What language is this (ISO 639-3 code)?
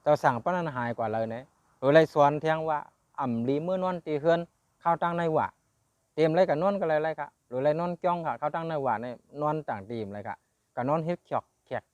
shn